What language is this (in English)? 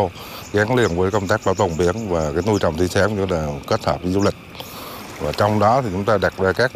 Vietnamese